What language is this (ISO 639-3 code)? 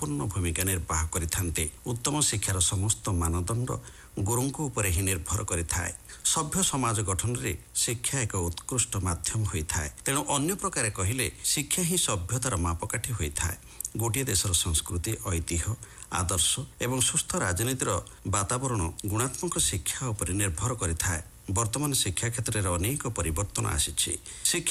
ori